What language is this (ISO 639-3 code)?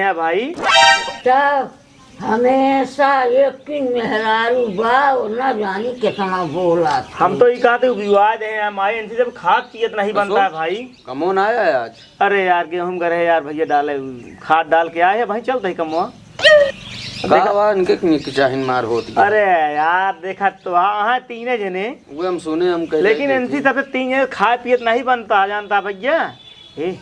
awa